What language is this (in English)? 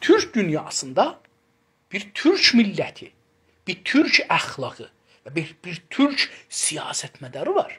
South Azerbaijani